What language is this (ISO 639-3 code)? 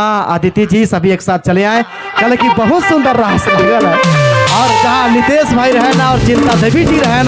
sck